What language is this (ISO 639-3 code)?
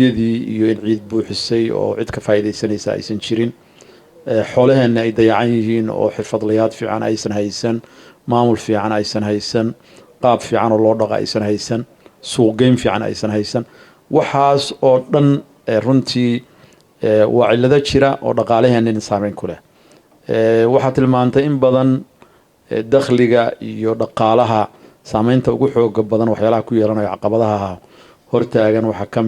som